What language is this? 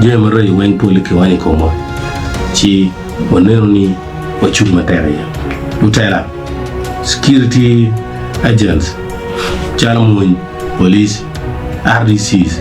Acoli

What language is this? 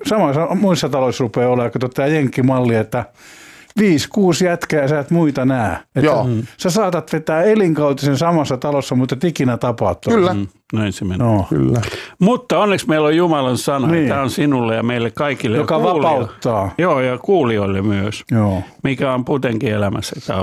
Finnish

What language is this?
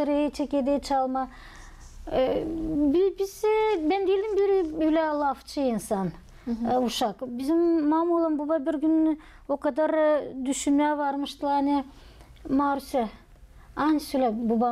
Gagauz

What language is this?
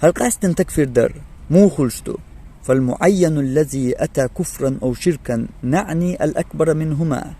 Chechen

